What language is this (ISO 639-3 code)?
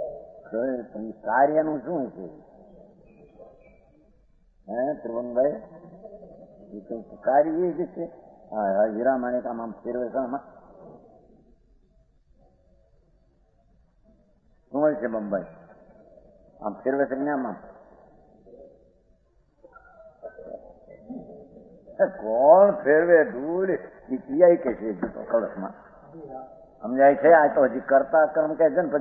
guj